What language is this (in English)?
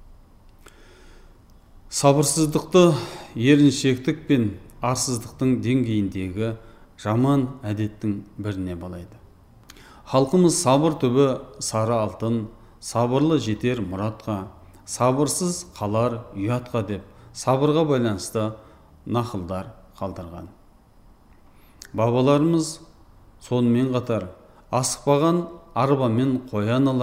Kazakh